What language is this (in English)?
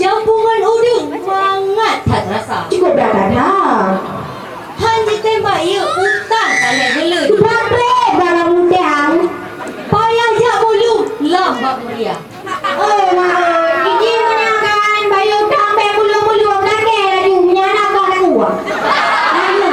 Achinese